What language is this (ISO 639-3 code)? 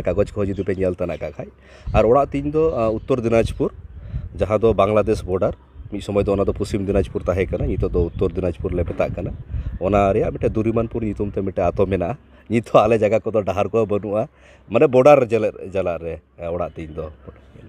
sat